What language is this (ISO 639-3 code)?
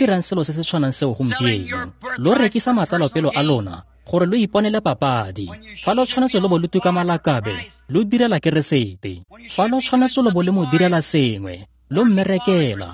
tsn